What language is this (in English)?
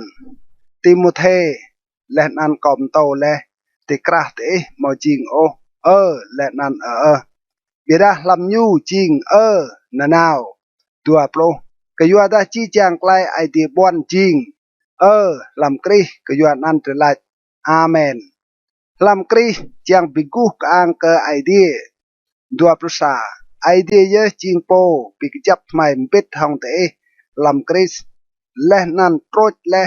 Rade